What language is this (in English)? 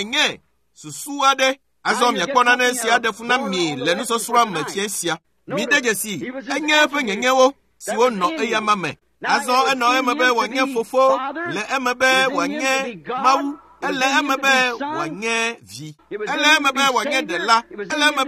Ewe